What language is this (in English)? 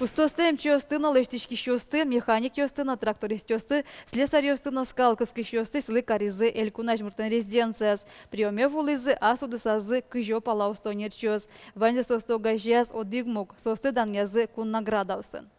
Udmurt